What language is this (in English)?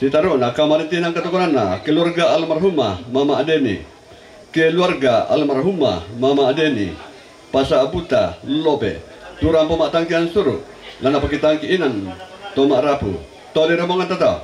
Toraja-Sa'dan